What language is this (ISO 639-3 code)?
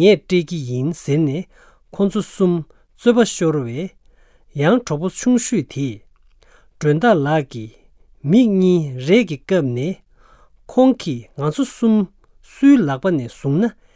bod